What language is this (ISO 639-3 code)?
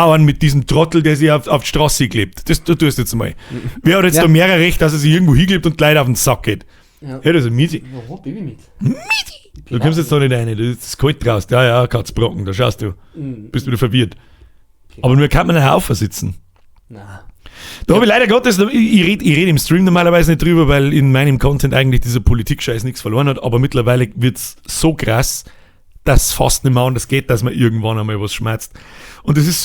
bar